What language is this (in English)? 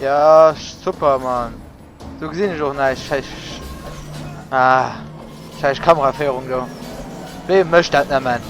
Luxembourgish